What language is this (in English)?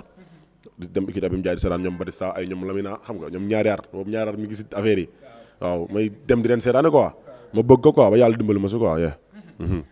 Wolof